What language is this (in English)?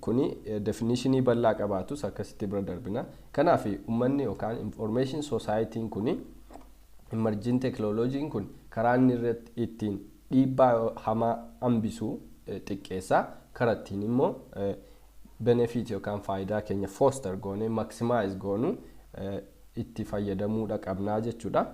Oromo